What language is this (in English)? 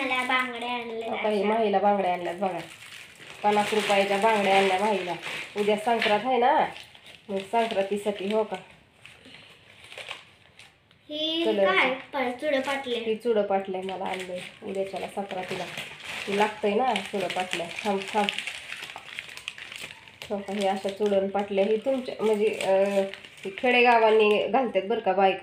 Marathi